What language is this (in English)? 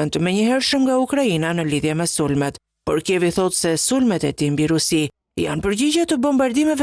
Albanian